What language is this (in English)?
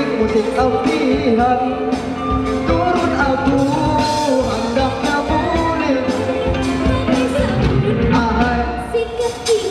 Indonesian